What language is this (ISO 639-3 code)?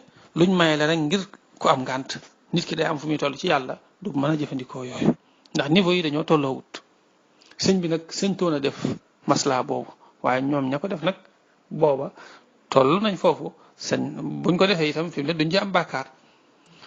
wol